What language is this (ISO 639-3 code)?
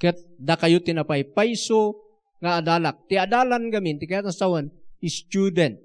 ilo